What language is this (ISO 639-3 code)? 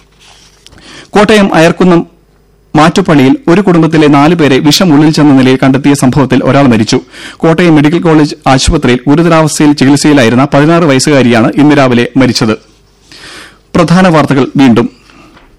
mal